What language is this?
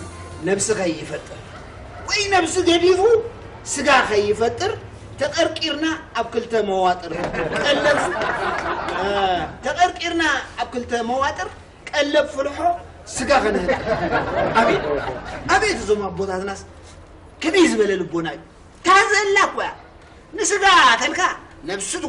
Tigrinya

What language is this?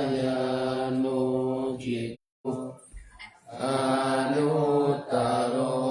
Pali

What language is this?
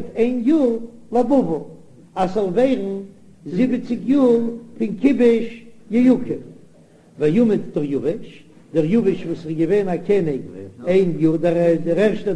Yiddish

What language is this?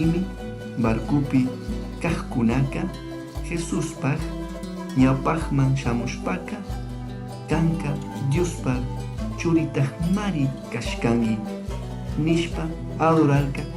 Chimborazo Highland Quichua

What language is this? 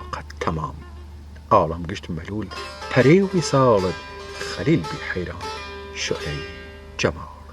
Southern Kurdish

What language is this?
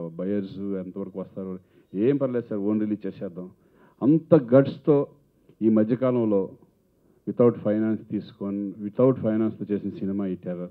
Telugu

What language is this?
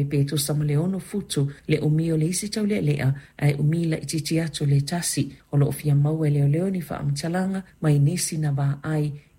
Samoan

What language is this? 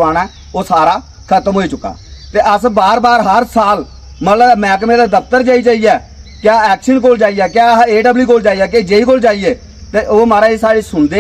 Dogri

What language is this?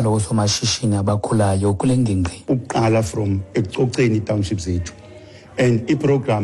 Xhosa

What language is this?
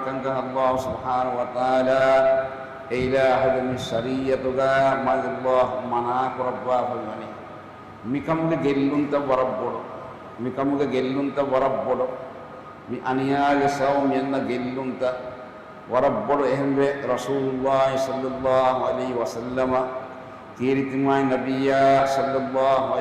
Divehi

